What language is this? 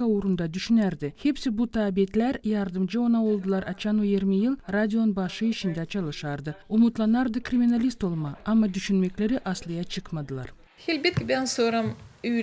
Gagauz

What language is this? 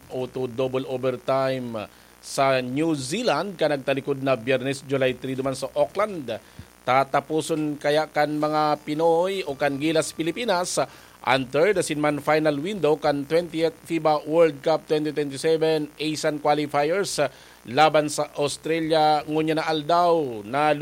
Bikol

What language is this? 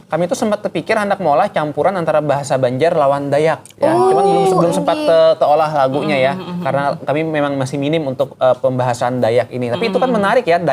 Banjar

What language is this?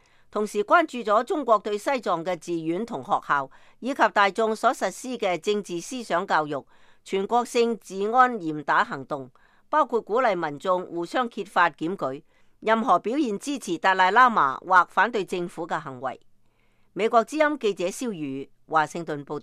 Cantonese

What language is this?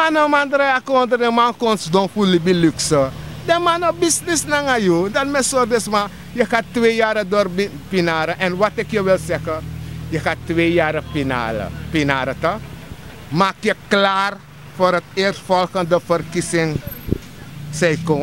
Sranan Tongo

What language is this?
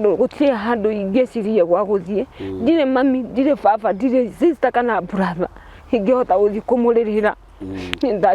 Kikuyu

